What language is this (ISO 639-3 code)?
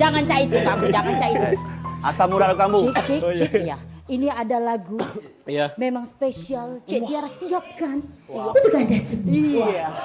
mui